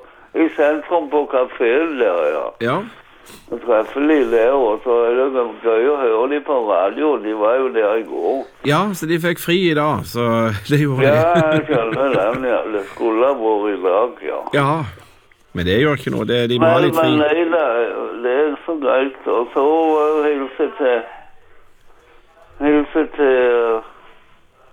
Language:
Norwegian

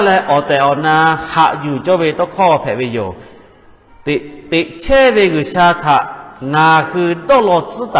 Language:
Lahu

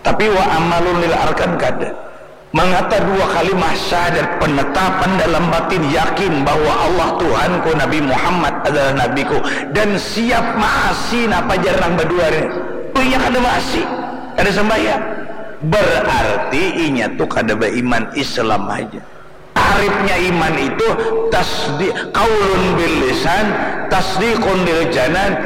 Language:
Banjar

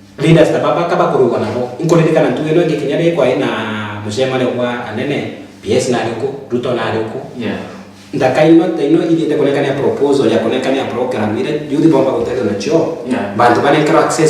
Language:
Meru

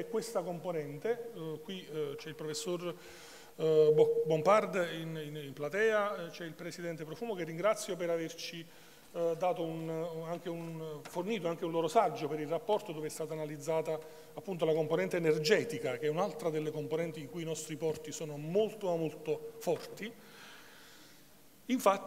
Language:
Italian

